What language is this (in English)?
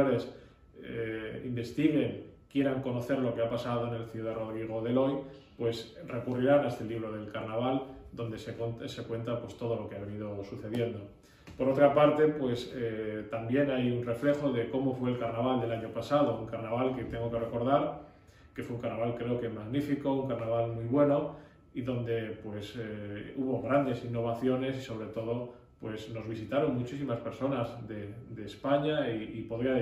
Spanish